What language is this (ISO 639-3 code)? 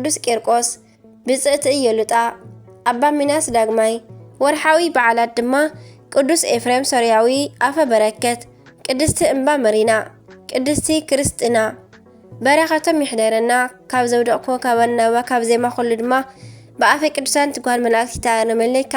tir